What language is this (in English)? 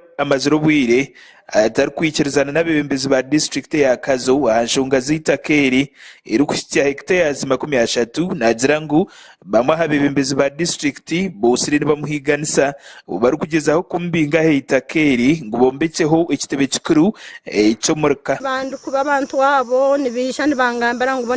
Nyankole